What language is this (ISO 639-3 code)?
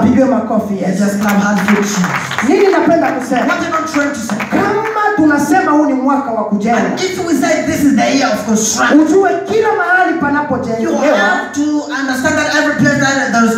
swa